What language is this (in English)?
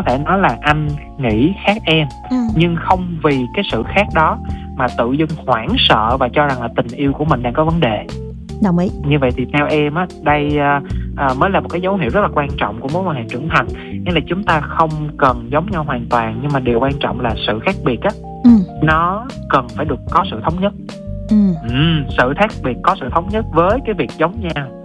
Vietnamese